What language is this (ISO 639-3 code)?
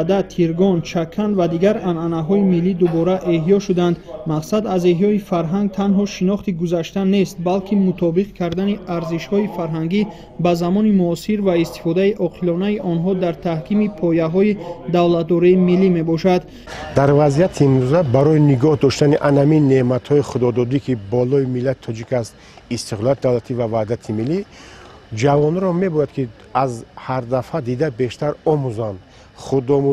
tgk